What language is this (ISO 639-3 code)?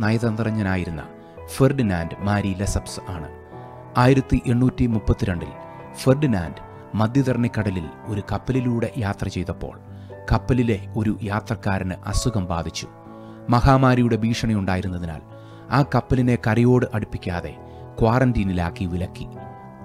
mal